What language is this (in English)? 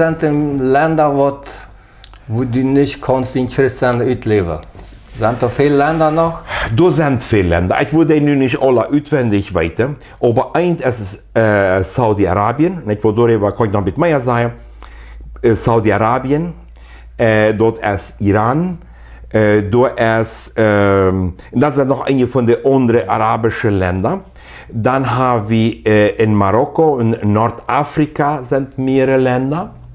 Plautdietsch